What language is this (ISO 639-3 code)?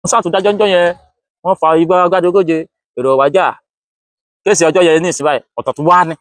yor